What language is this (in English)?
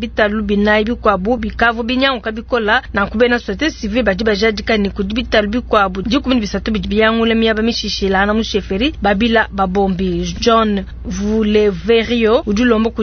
Luba-Lulua